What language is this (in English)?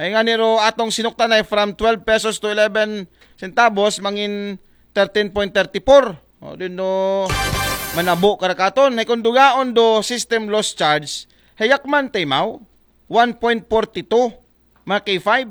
Aklanon